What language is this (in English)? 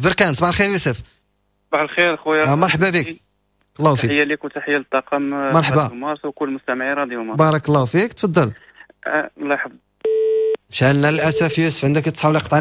Moroccan Arabic